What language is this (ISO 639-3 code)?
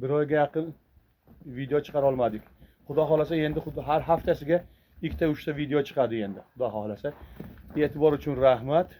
uzb